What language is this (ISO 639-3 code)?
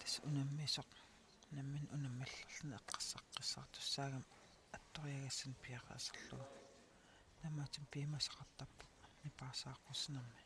kal